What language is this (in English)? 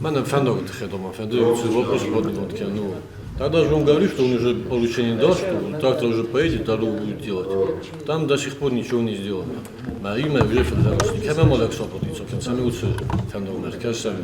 Ossetic